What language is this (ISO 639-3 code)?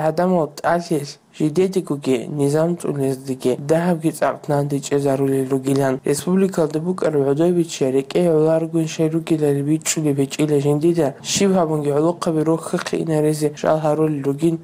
ava